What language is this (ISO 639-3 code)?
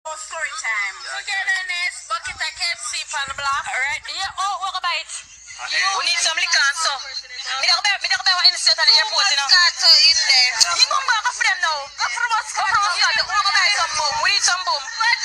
jam